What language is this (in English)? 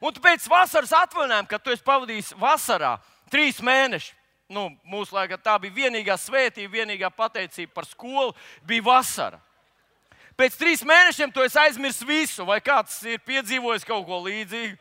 Latvian